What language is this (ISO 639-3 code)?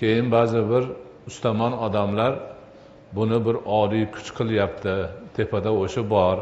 uzb